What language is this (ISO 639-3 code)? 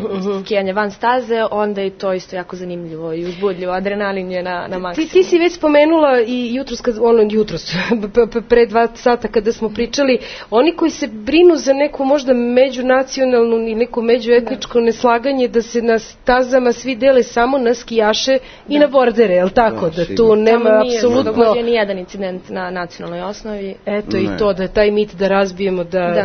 srp